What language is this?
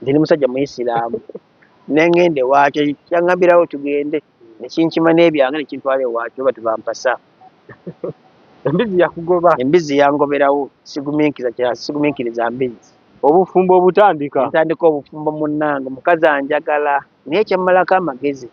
Ganda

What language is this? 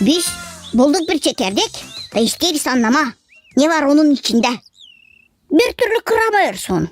Gagauz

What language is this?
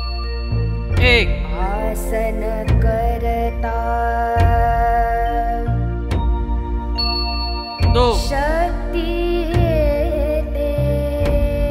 Hindi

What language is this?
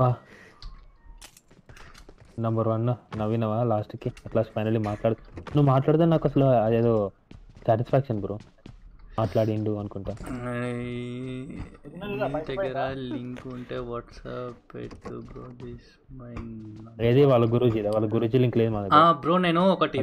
Telugu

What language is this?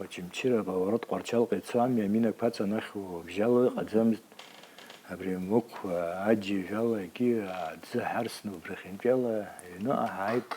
Abkhazian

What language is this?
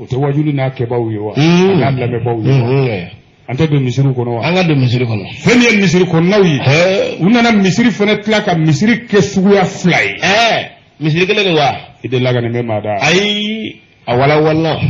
Bambara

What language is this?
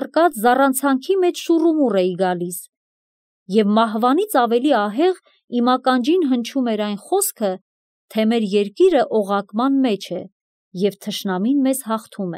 Armenian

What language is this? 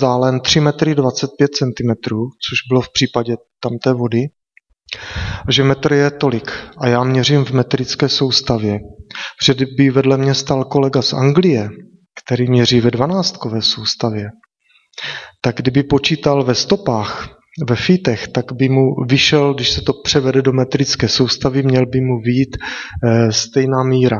Czech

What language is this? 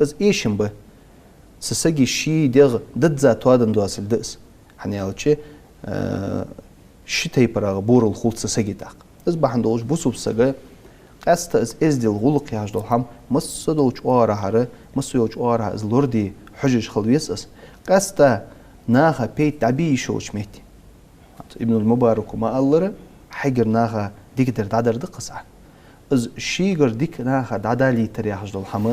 Ingush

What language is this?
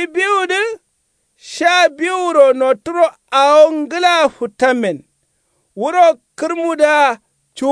Kanuri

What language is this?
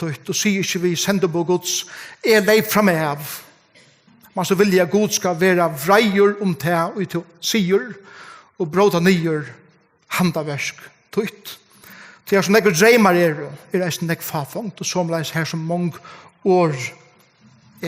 Faroese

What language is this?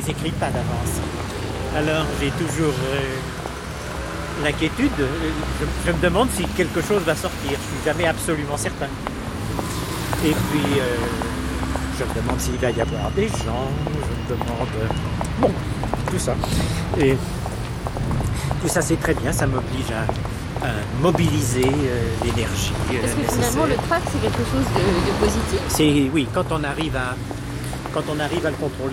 French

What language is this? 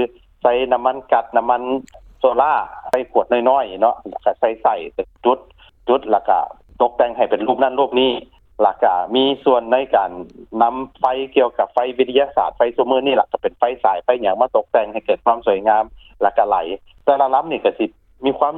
Lao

